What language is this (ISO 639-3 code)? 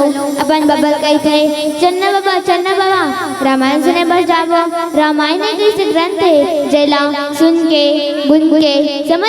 hne